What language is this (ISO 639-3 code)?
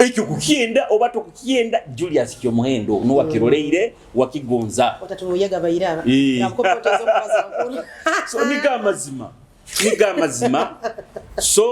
nyo